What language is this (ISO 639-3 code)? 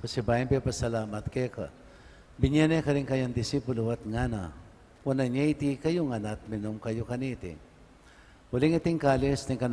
pam